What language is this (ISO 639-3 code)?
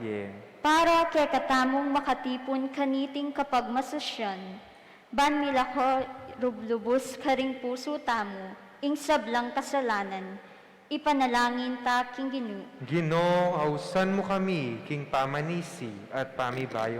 pam